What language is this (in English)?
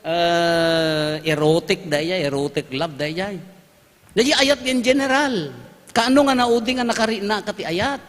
Iloko